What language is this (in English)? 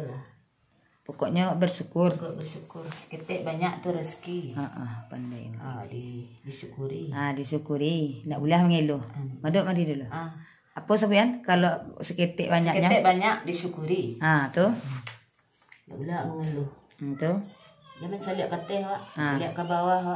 Minangkabau